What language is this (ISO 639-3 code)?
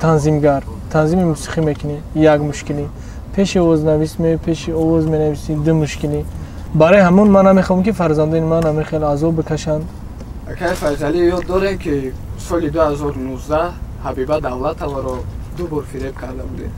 tgk